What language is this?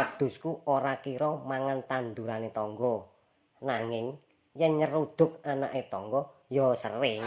Javanese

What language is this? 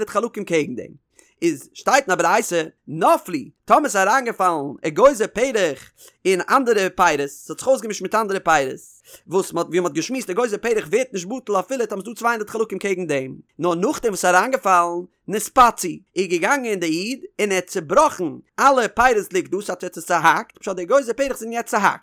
Yiddish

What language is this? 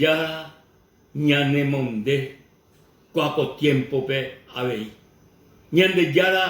Guarani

